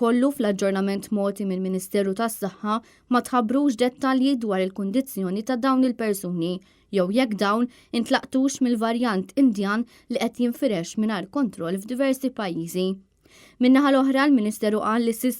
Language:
Maltese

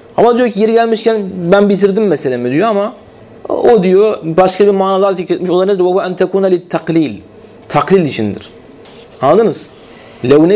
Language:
Turkish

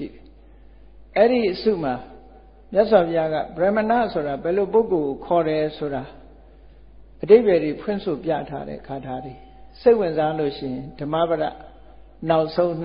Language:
Burmese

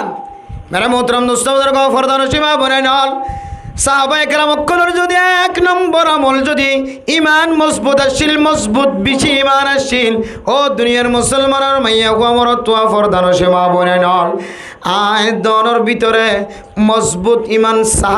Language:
Rohingya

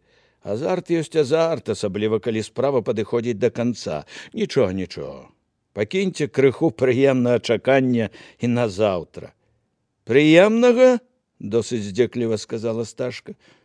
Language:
Belarusian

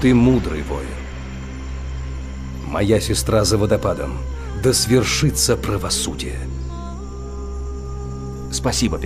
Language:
Russian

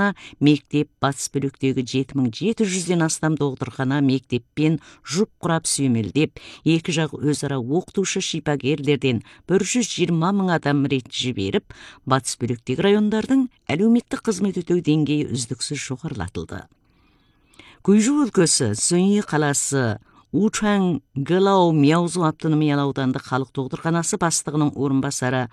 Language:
Kazakh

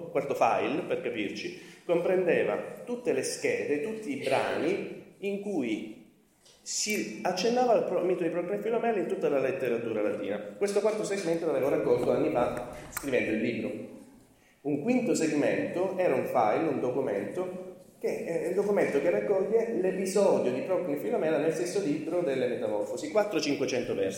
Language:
Italian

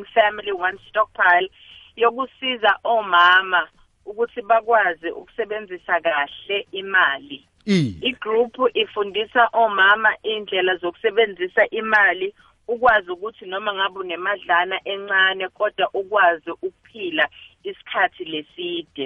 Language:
South Ndebele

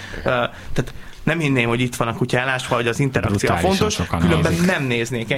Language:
Hungarian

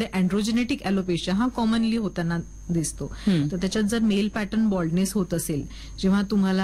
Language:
Marathi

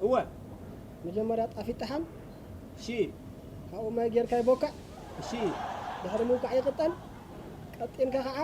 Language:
Tigrinya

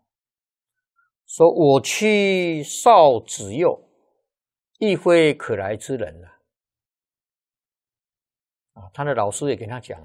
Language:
Chinese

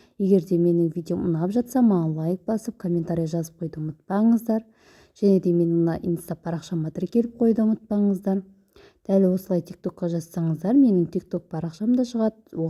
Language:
Kazakh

